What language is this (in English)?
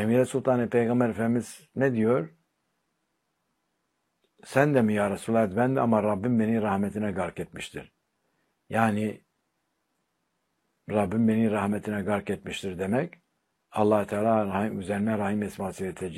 Turkish